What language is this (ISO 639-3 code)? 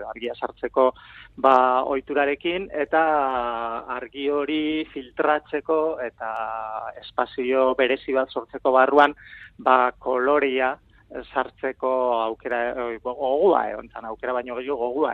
eus